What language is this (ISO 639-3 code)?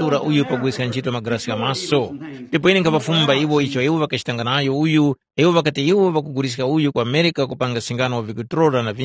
tum